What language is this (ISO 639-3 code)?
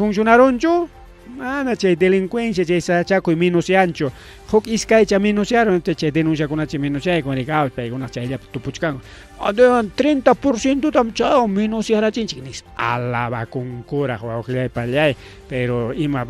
quy